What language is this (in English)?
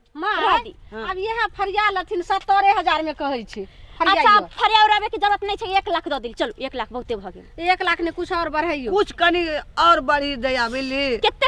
Maithili